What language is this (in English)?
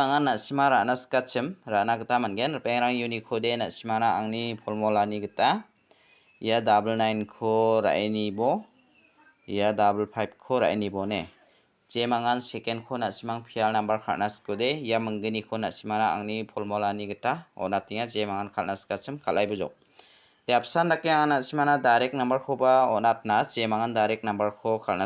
Garo